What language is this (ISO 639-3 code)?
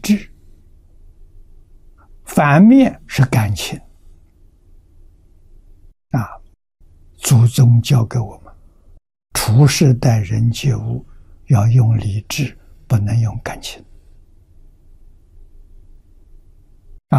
zho